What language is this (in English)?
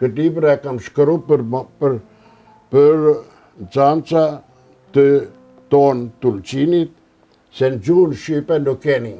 Albanian